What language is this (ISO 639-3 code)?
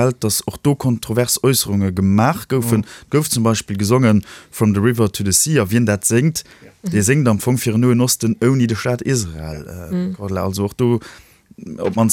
ltz